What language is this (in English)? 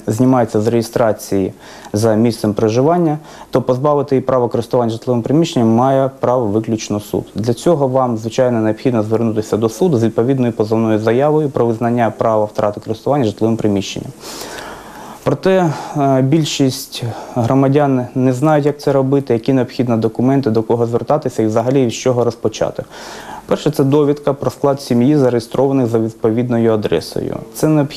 Ukrainian